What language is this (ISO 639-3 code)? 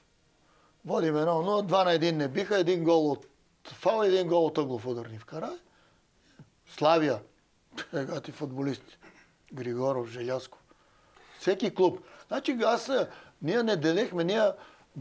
bul